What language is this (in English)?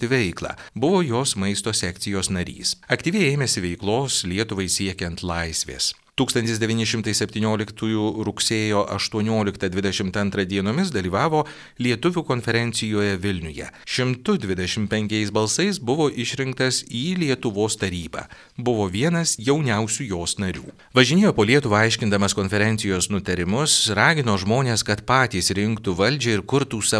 Lithuanian